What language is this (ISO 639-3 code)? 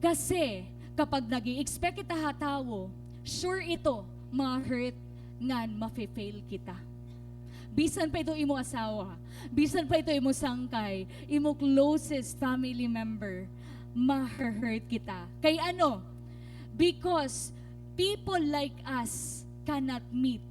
war